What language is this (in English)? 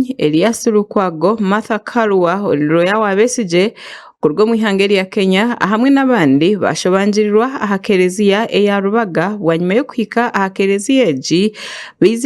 Nyankole